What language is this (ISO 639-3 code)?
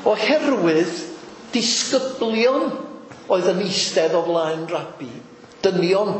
cym